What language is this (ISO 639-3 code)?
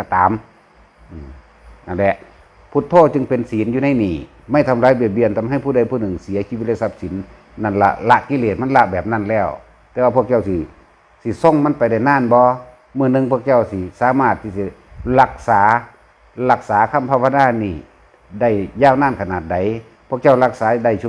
tts